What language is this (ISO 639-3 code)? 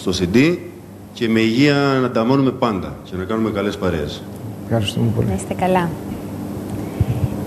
ell